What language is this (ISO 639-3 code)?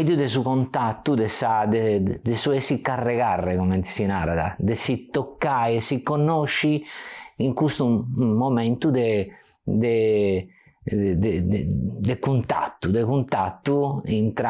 srd